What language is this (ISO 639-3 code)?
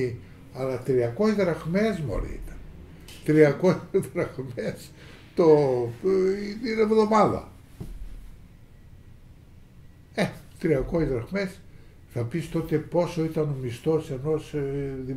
ell